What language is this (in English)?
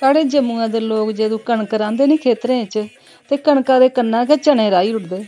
Dogri